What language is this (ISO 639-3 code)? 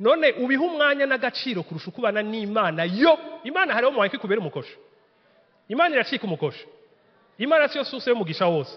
run